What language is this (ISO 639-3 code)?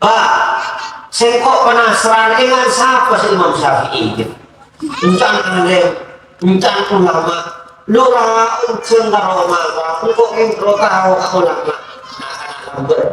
mad